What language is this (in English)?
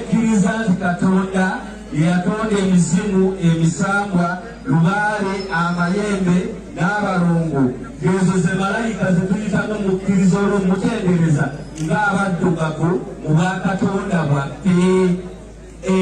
Ganda